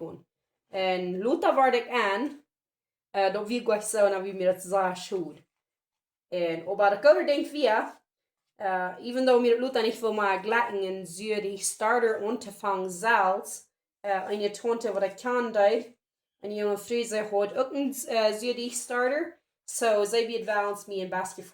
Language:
Plautdietsch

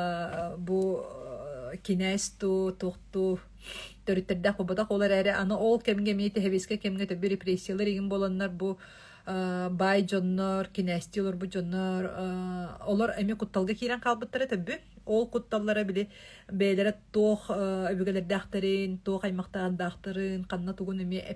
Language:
Yakut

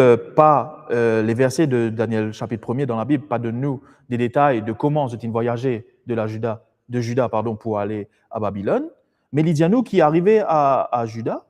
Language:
Morisyen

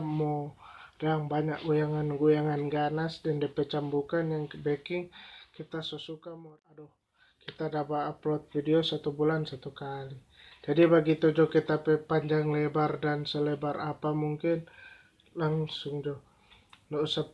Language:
Manado Malay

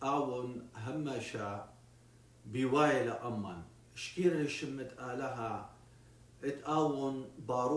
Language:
Assyrian Neo-Aramaic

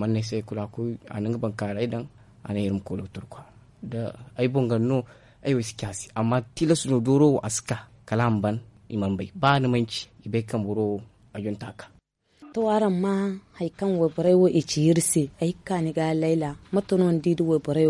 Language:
Zarma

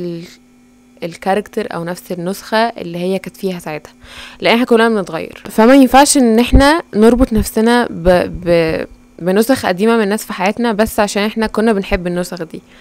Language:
Egyptian Arabic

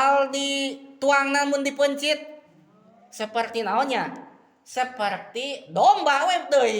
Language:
Sundanese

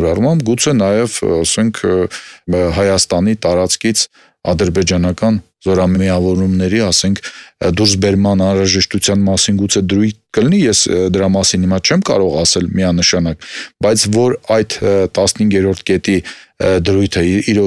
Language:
Armenian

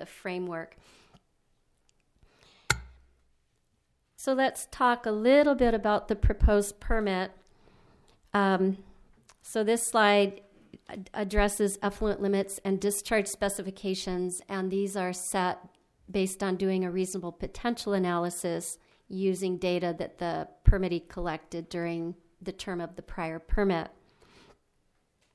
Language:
English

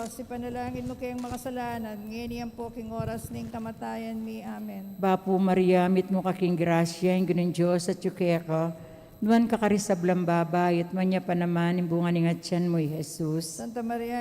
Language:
Pampanga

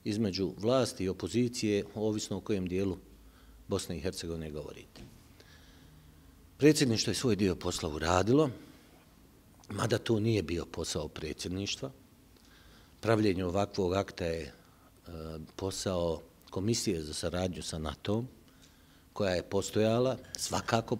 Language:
Bosnian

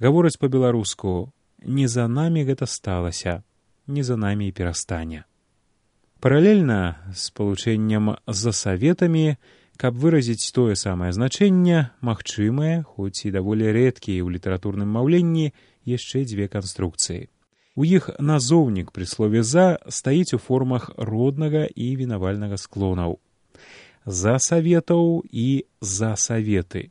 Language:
Belarusian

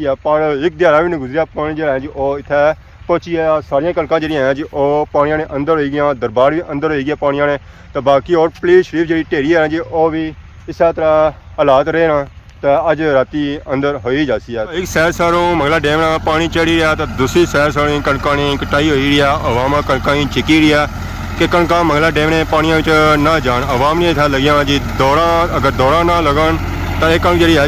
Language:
Pahari-Potwari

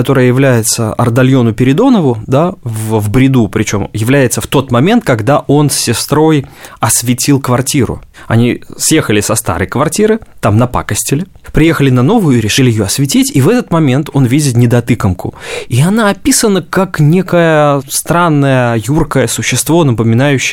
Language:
Russian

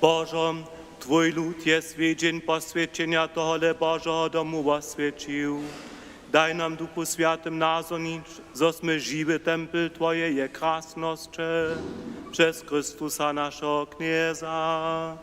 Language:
Upper Sorbian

